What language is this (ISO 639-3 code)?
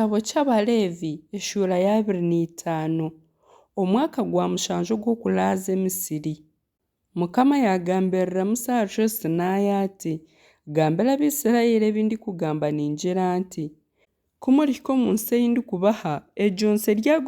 nyn